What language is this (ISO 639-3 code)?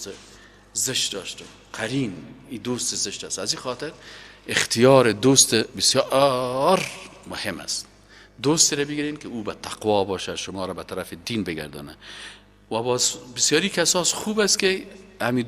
fas